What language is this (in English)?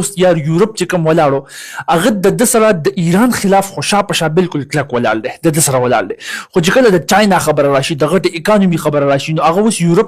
Pashto